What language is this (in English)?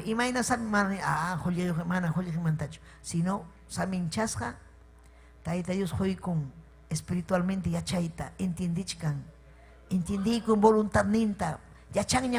Ayacucho Quechua